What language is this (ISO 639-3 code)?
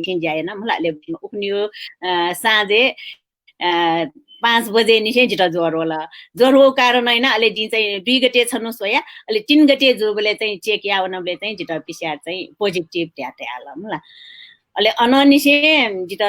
new